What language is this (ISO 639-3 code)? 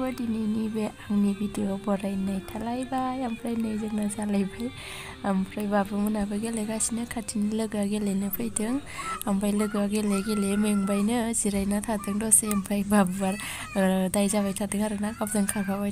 brx